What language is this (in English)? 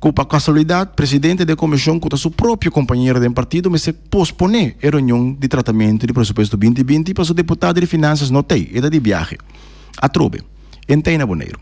Papiamento